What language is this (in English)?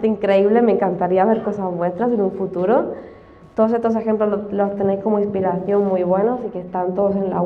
Spanish